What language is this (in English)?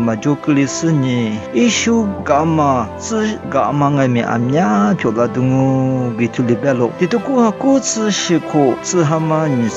Lisu